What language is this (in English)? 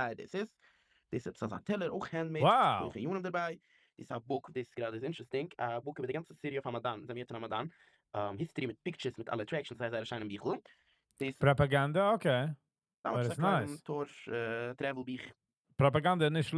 Yiddish